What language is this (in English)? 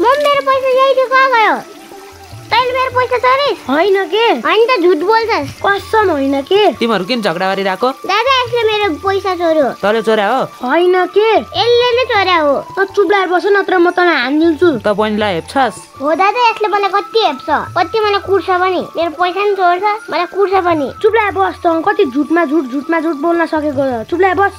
Nepali